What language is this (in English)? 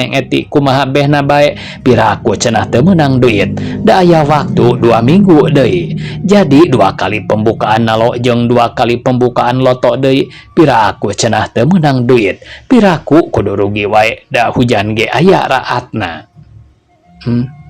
Sundanese